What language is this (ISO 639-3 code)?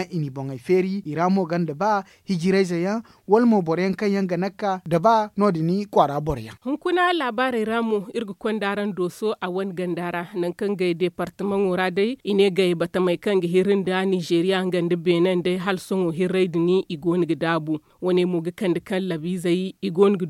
dje